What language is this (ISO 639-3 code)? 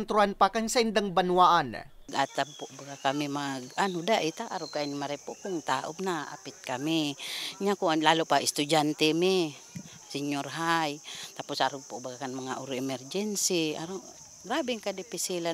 bik